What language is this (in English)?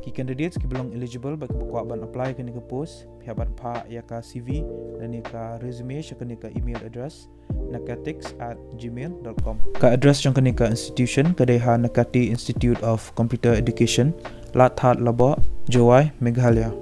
Khasi